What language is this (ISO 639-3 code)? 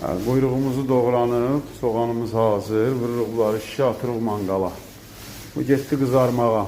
aze